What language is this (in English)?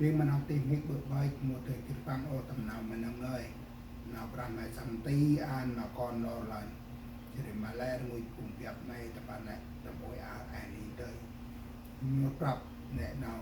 Central Mnong